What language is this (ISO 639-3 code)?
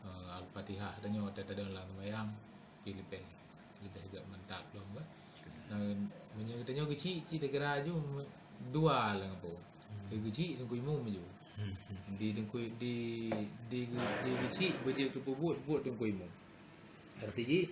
ace